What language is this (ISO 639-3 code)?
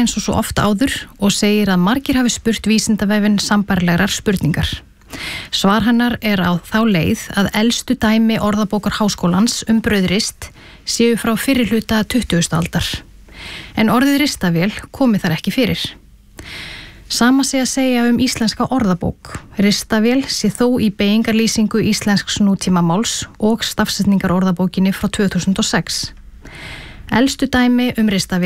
isl